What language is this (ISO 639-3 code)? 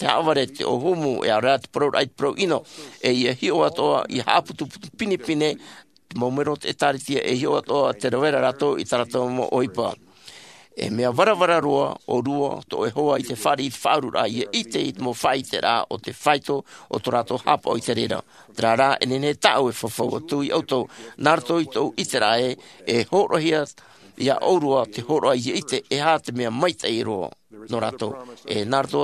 tah